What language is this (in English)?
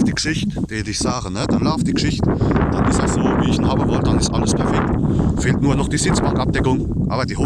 Palatine German